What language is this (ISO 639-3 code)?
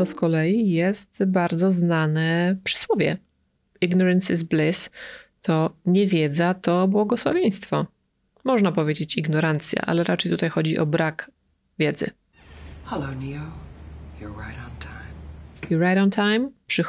pol